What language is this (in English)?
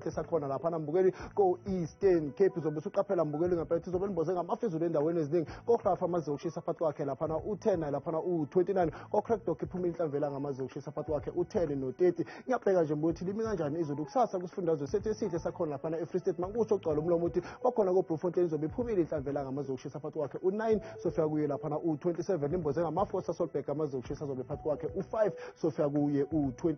Zulu